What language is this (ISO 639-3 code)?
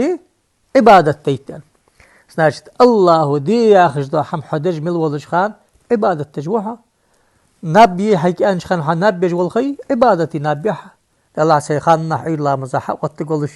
inh